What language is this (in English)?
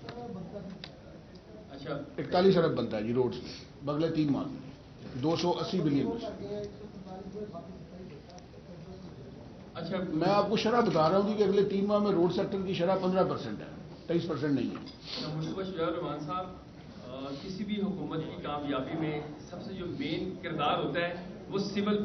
Urdu